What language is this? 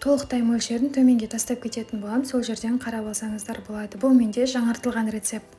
Kazakh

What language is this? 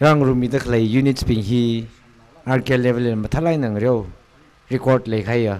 Tangkhul Naga (India)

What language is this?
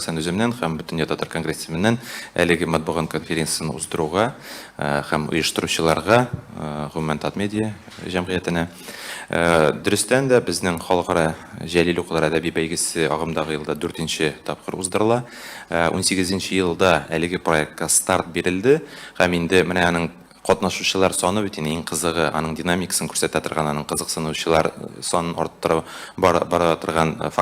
Tatar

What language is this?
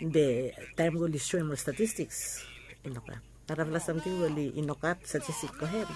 Bislama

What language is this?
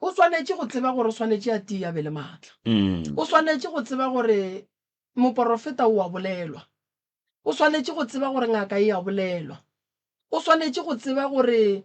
Northern Sotho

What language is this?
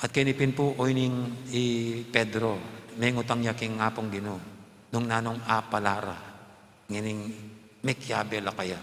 Pampanga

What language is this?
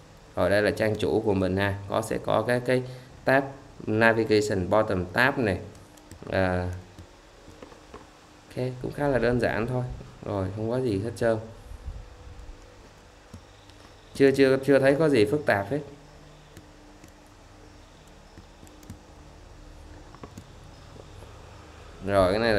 Vietnamese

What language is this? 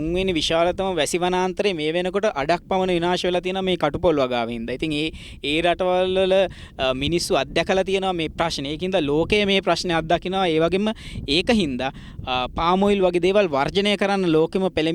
Sinhala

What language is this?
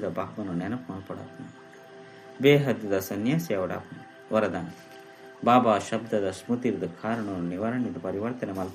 Tulu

